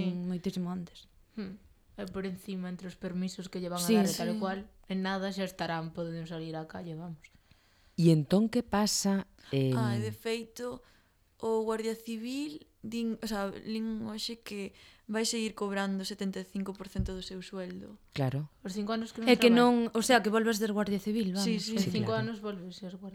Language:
Galician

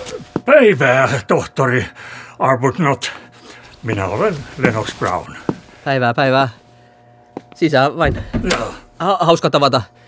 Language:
Finnish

